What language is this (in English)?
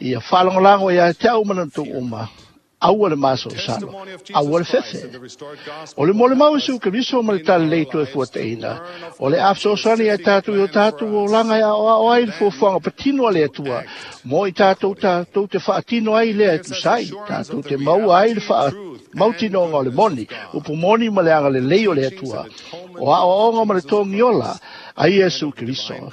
Samoan